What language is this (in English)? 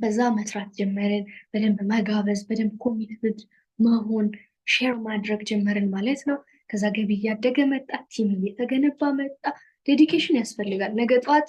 Amharic